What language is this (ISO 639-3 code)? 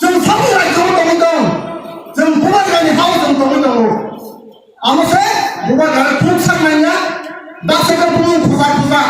trp